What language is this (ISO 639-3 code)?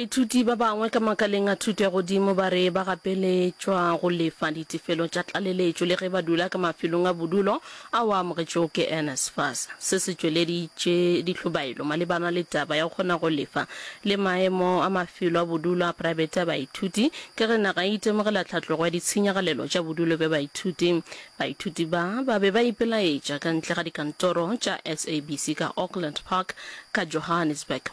nso